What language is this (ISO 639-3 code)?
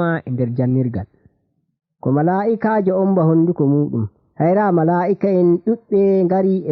fuv